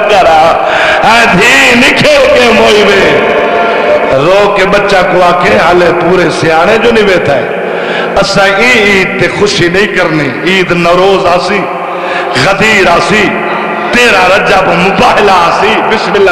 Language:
Saraiki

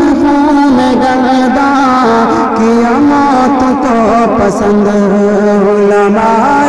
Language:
Urdu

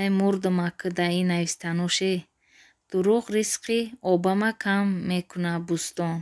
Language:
Tajik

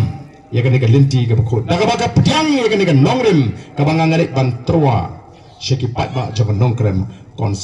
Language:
Khasi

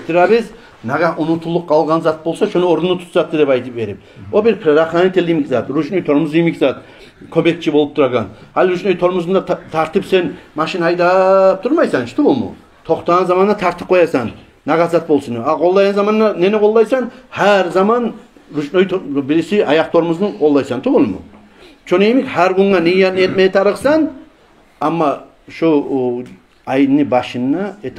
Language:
Kumyk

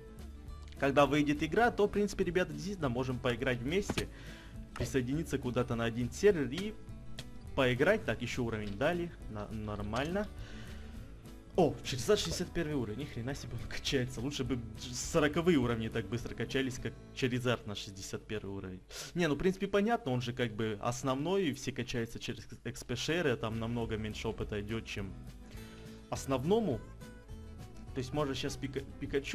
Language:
Russian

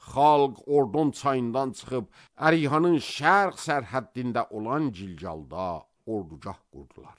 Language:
Azerbaijani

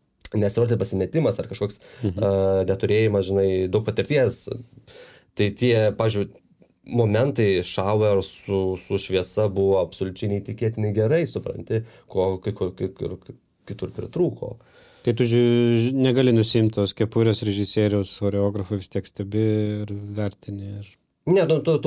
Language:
Lithuanian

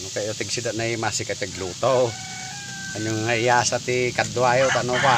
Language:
Iloko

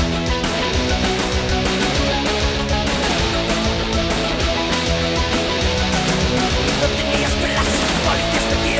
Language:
Basque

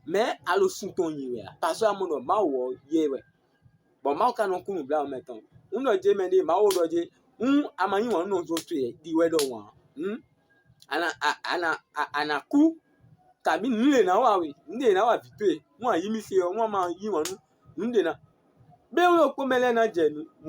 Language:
Fon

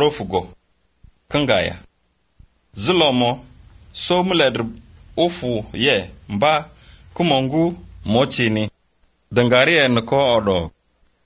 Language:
Slovenian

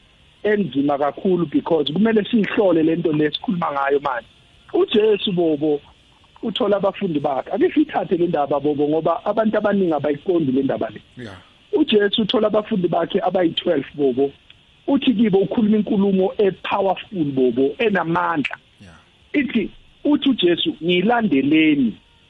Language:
South Ndebele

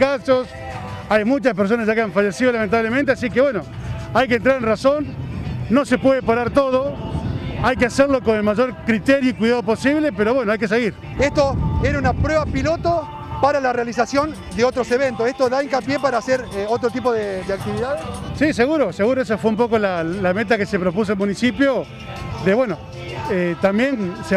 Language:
Spanish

